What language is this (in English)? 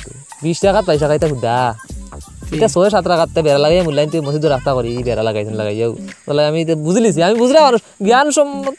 Sylheti